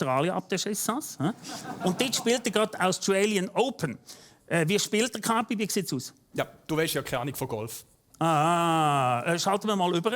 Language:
Swiss German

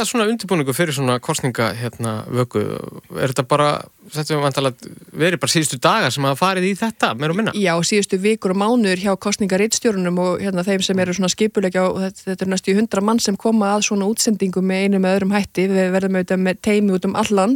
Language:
Icelandic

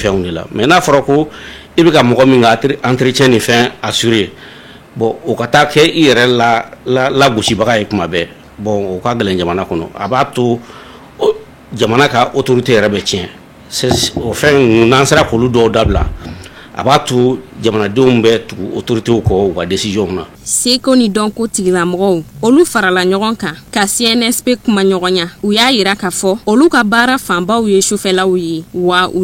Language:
Bambara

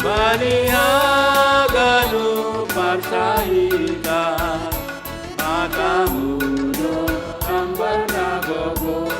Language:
Batak Simalungun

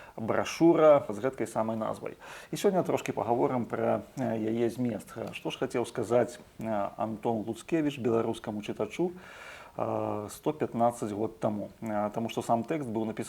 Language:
Belarusian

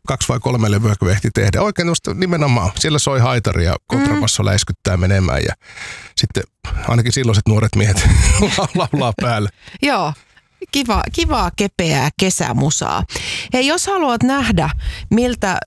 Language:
Finnish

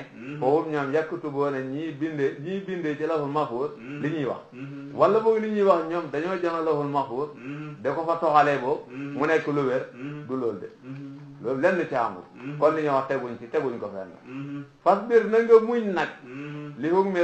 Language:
Wolof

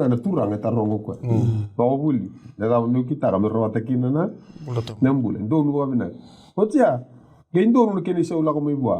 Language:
Fijian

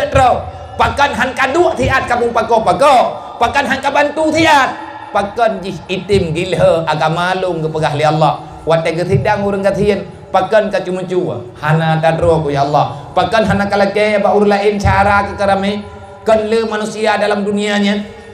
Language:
Achinese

